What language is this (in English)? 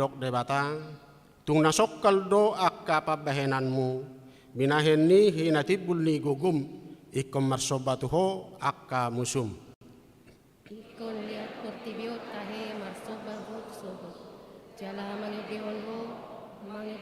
Batak Toba